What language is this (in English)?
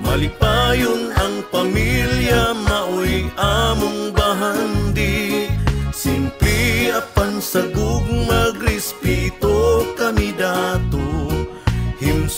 Cebuano